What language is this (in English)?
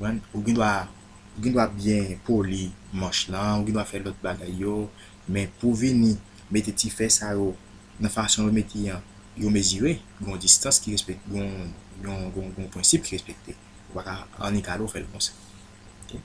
Haitian Creole